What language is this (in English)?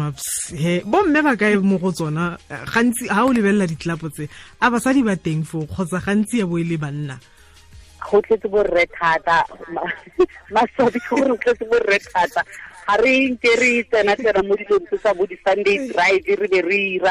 Tswana